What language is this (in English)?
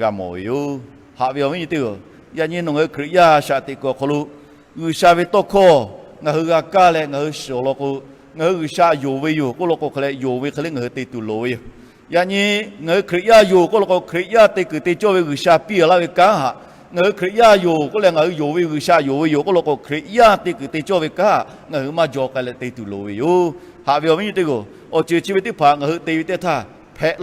Lahu